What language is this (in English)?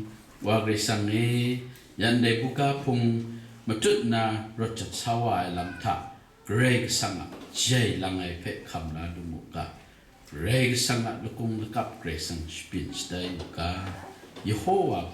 Kachin